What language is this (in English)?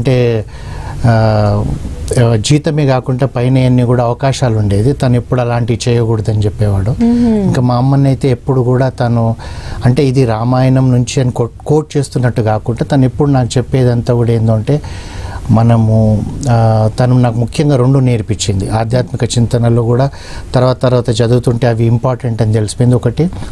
Telugu